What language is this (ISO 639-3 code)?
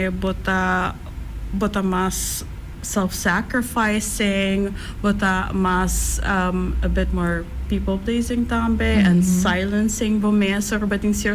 pap